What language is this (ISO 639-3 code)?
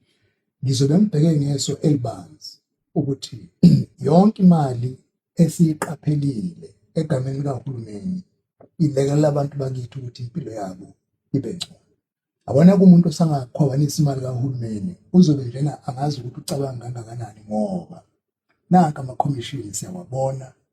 zul